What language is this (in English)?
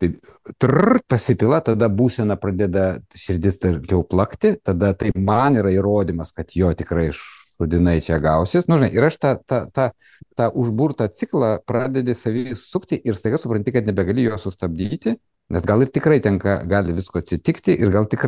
Lithuanian